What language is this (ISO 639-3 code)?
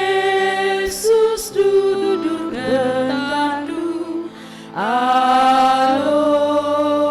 btx